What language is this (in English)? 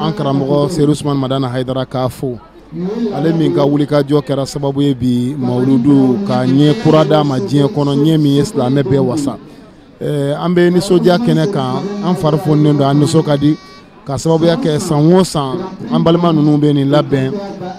Bambara